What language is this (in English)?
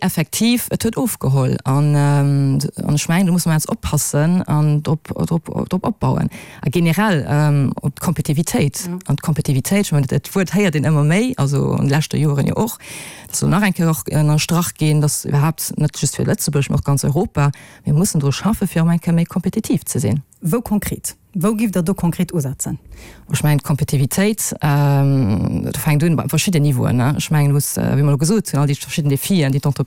Luxembourgish